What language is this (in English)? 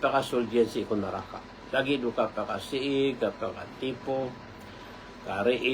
Maranao